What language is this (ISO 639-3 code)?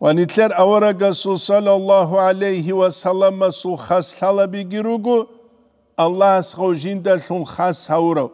ava